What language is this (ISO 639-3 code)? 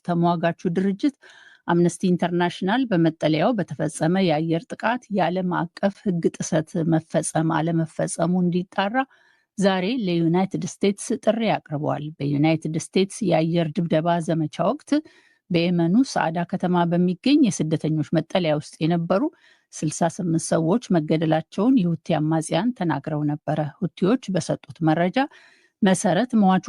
amh